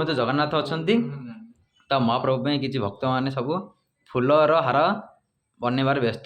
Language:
Odia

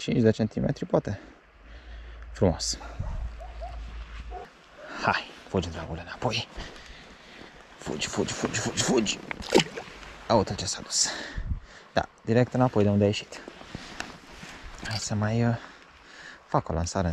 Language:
Romanian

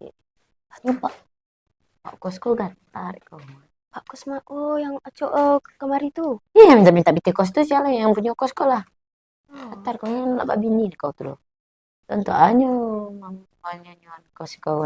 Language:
Minangkabau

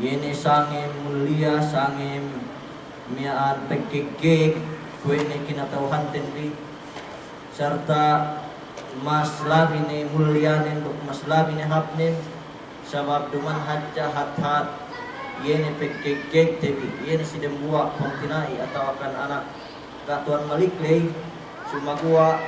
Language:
Yakan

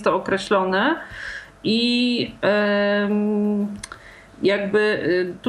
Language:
Polish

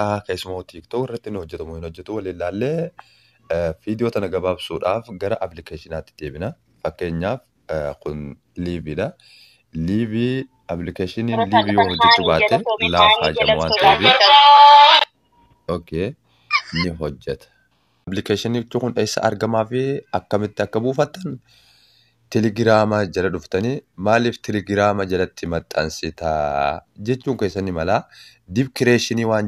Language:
Oromo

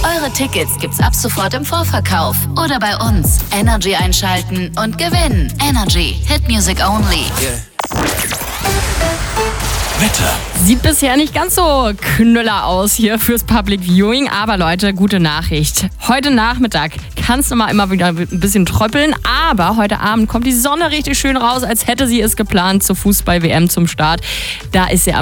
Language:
German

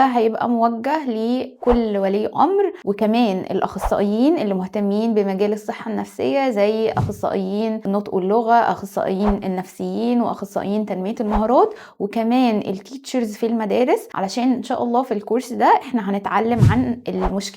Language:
Egyptian Arabic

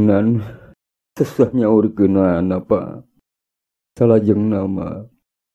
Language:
Sundanese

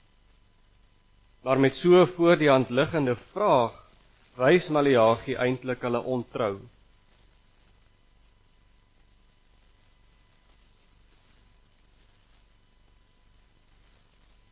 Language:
Afrikaans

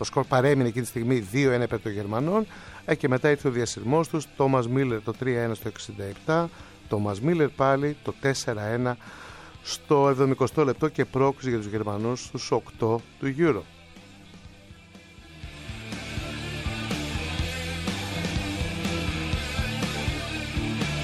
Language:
Greek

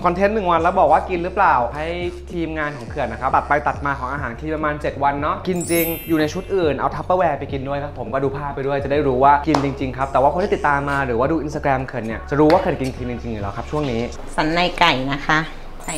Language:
Thai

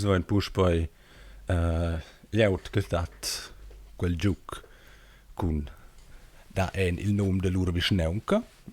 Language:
Romansh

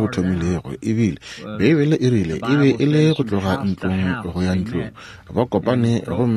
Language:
Northern Sotho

